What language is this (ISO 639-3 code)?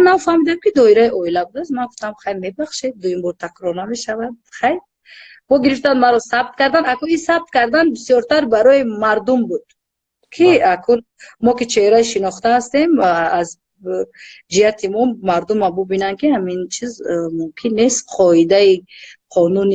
tgk